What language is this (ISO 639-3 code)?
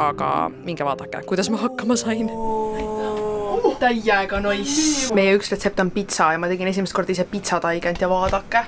est